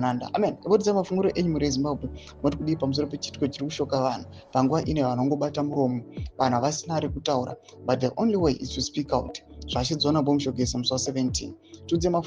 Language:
Shona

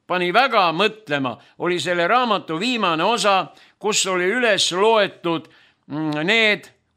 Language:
Estonian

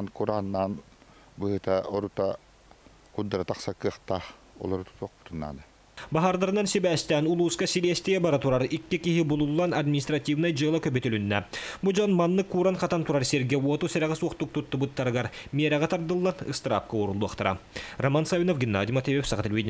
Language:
Yakut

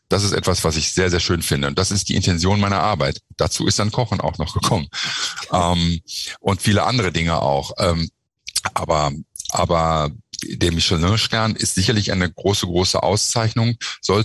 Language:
German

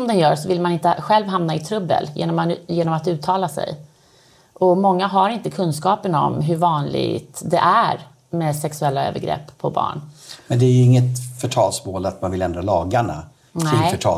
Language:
Swedish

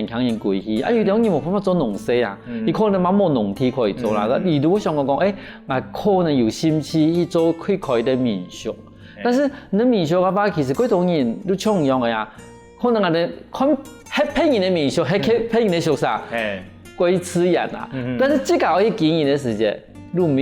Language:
Hakka Chinese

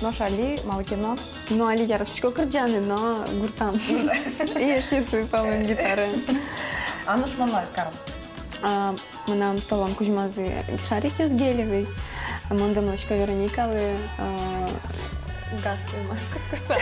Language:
Udmurt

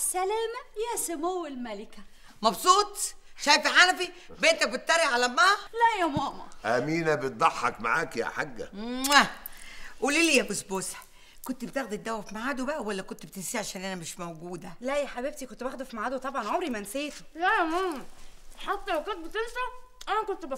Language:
Egyptian Arabic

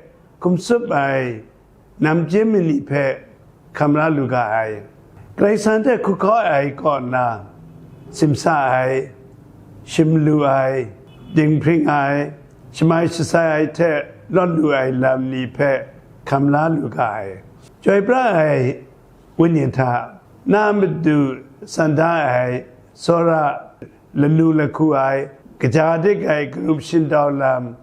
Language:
Kachin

